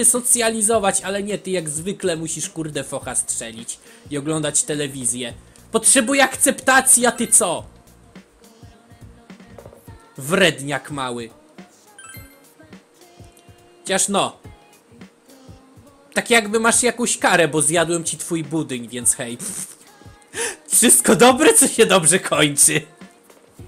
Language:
Polish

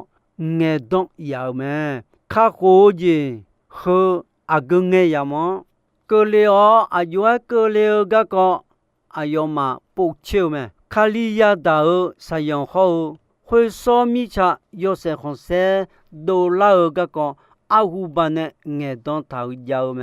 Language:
Akha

